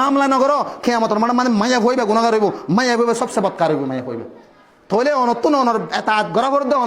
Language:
Rohingya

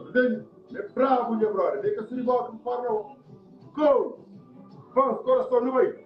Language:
Kabuverdianu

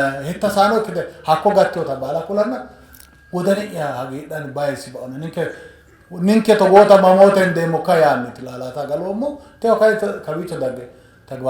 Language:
Sidamo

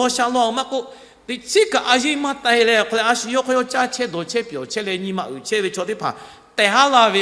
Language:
Lahu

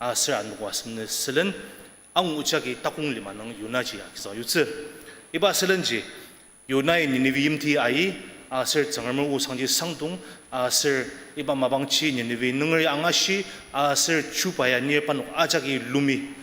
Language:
Ao Naga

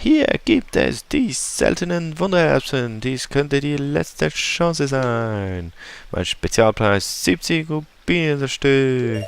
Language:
Swiss German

